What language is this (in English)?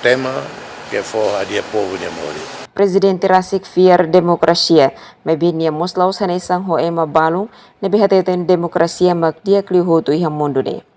Tetum